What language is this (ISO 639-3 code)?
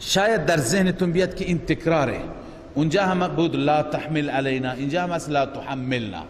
fas